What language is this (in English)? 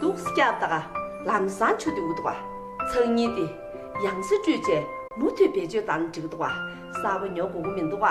Tibetan